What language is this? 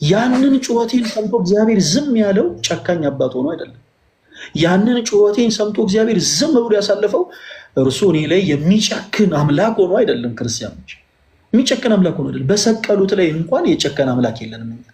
Amharic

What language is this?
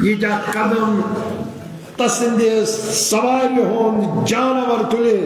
Kashmiri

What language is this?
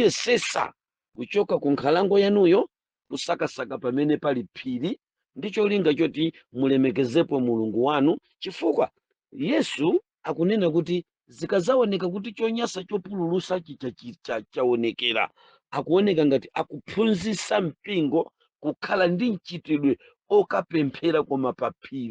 Nyanja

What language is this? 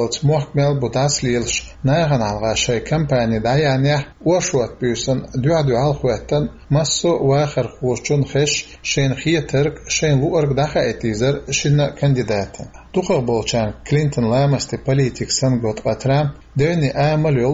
Chechen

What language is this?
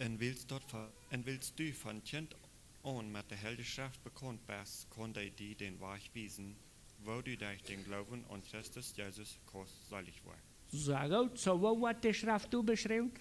Plautdietsch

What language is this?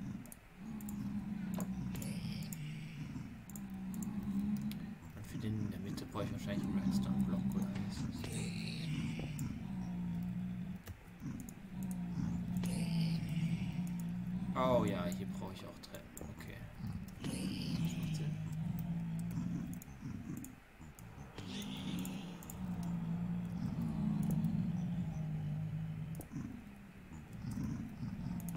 German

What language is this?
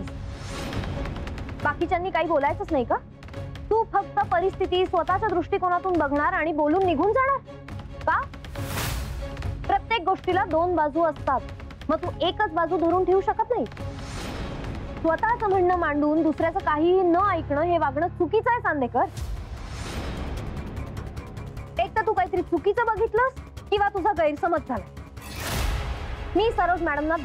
Marathi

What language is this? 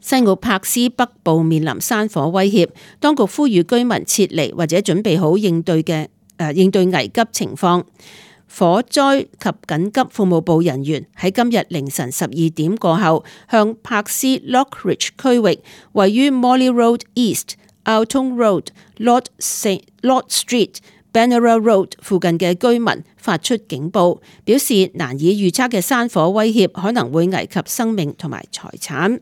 Cantonese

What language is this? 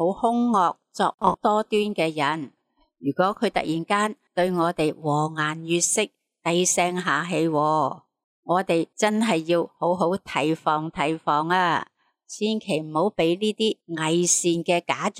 Cantonese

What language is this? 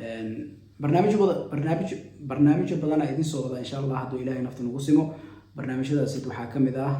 Somali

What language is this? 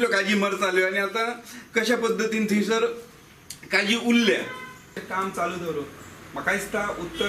Konkani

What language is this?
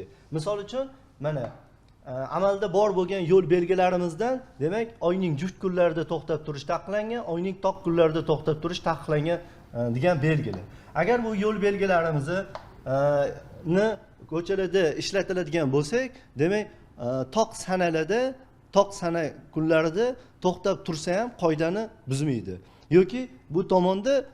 Uzbek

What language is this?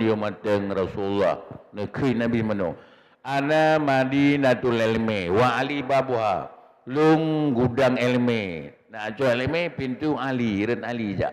Achinese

